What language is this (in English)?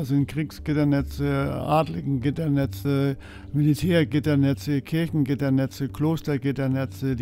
German